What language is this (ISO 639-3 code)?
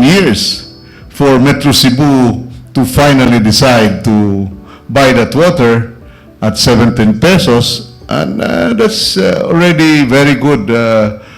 ceb